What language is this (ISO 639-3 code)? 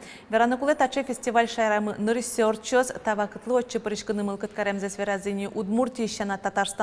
udm